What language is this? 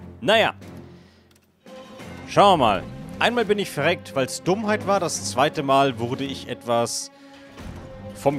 German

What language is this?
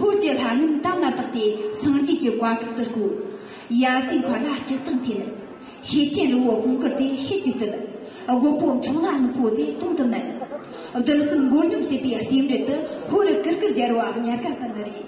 Tibetan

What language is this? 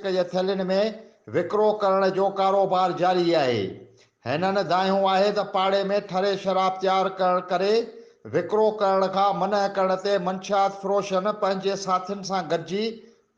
Sindhi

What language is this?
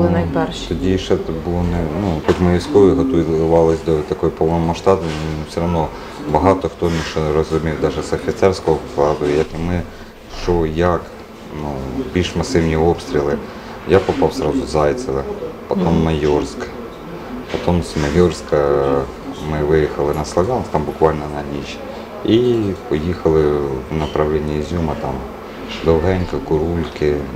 Ukrainian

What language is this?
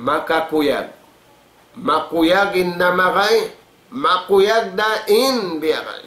Tausug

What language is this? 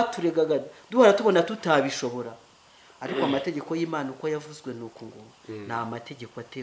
Kinyarwanda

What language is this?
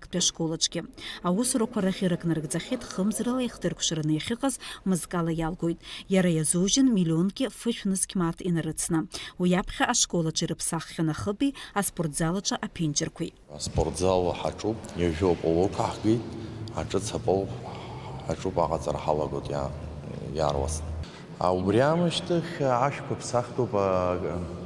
Abkhazian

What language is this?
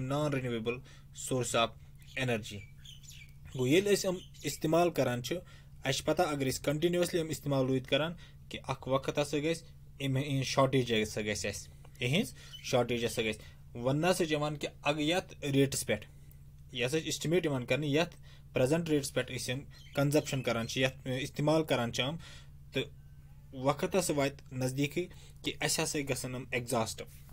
Kashmiri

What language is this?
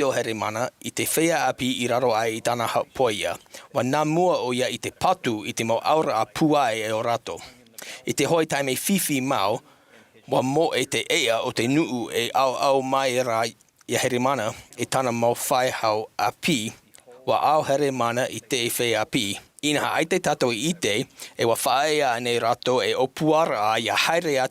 Tahitian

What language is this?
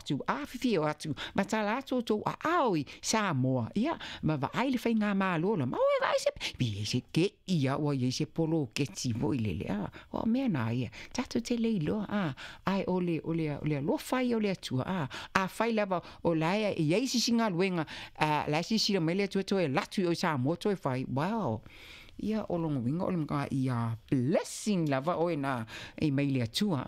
Samoan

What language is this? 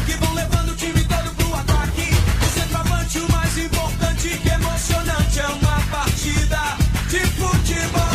Portuguese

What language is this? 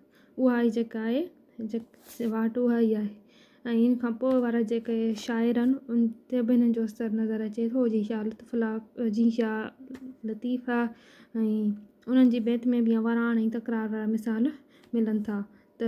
Sindhi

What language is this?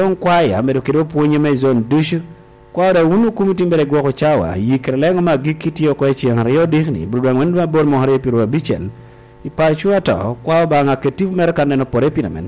Lango (Uganda)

